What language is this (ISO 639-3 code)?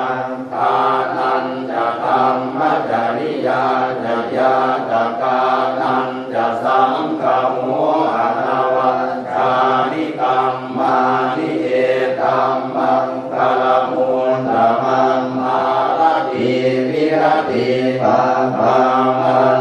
pli